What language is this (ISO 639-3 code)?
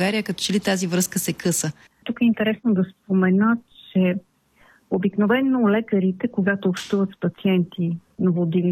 bul